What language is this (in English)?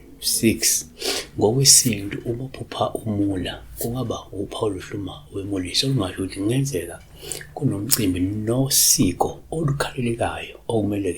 Zulu